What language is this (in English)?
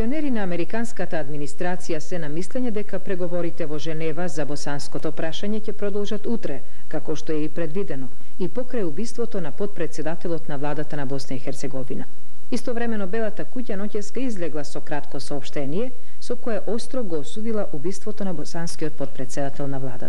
Macedonian